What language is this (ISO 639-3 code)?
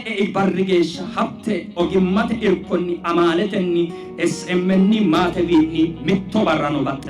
sid